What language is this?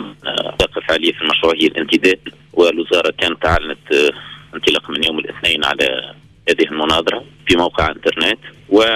Tunisian Arabic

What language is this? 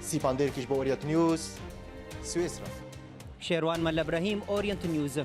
Kurdish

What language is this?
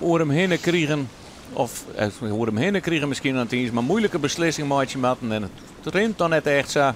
Western Frisian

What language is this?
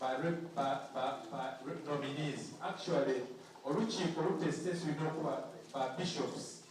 Soga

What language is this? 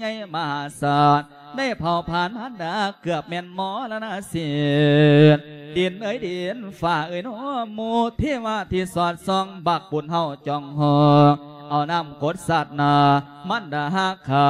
Lao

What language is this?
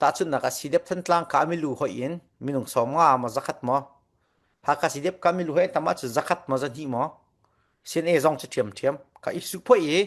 Falam Chin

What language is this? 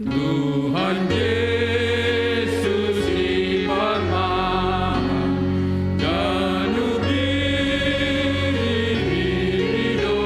Batak Simalungun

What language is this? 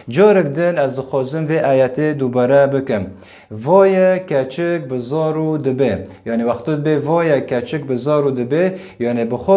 Kurdish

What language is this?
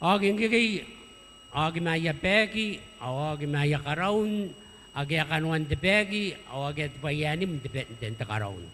Gilbertese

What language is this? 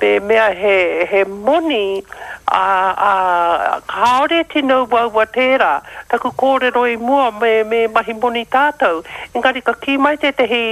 Māori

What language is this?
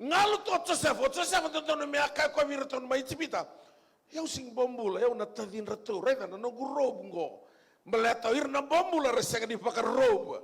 Fijian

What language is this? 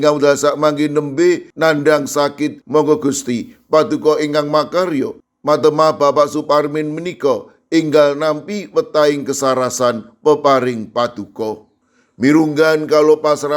Javanese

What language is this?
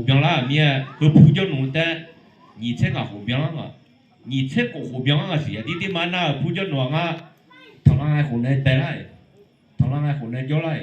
Akha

